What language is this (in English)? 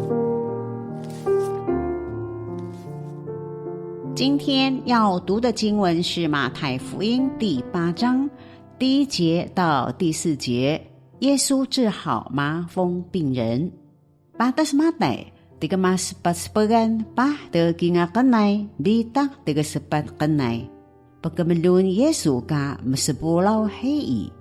Taroko